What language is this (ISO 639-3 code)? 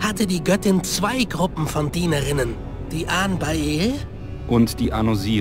bar